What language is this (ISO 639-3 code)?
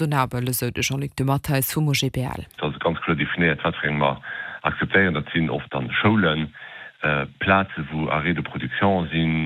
ltz